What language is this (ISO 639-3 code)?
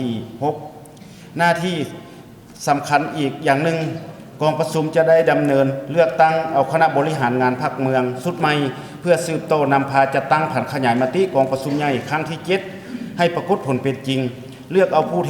lao